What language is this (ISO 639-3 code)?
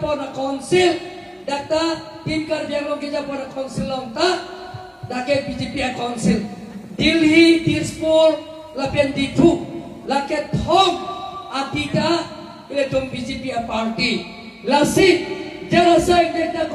mjw